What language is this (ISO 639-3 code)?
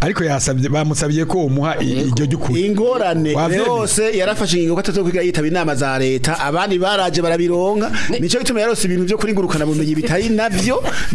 run